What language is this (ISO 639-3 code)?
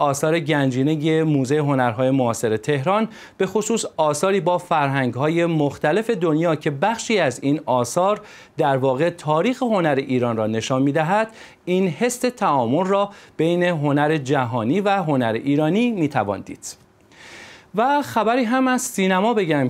fas